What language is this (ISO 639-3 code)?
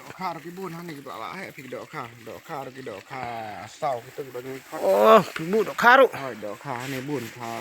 kha